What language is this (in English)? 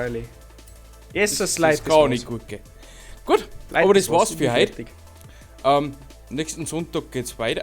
Bavarian